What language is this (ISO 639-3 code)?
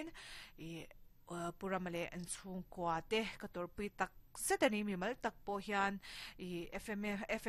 lus